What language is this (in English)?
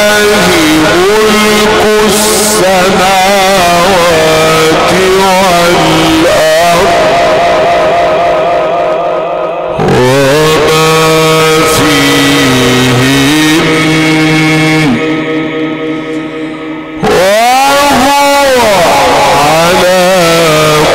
Arabic